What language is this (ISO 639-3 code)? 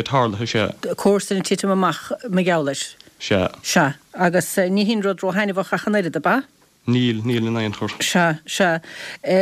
gle